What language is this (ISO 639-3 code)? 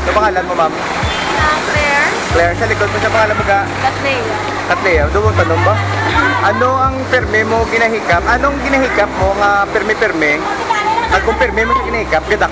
hil